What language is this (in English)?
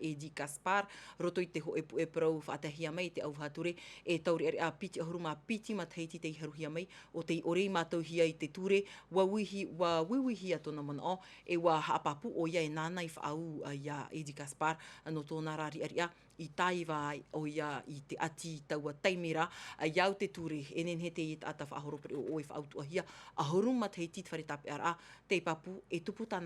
Tahitian